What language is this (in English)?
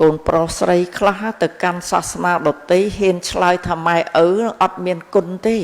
Khmer